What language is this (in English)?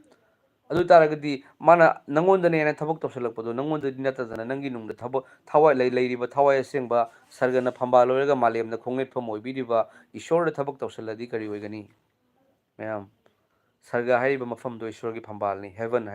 Manipuri